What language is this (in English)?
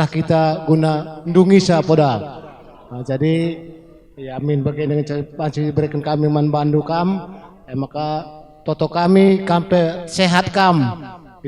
Batak Karo